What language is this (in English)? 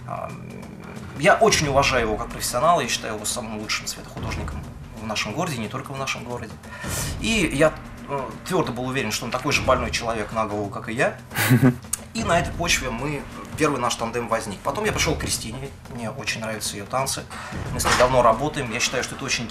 Russian